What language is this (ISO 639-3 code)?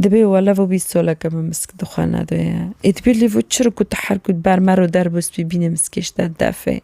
kur